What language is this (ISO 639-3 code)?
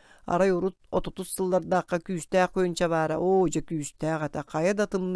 sah